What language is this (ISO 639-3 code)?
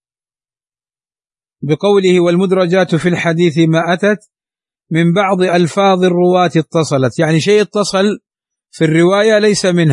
ara